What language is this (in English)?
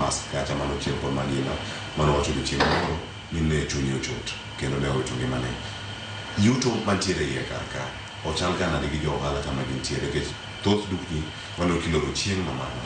Luo (Kenya and Tanzania)